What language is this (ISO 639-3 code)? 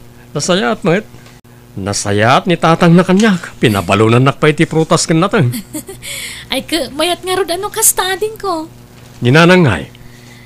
ilo